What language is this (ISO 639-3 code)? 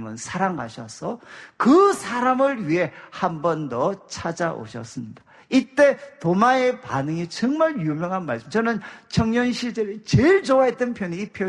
kor